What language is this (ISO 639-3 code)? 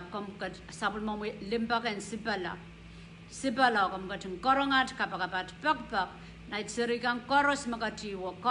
pon